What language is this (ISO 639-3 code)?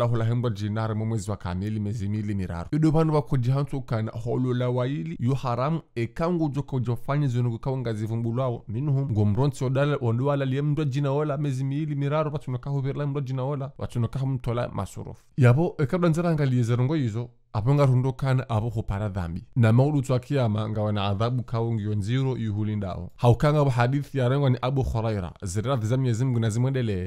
zdj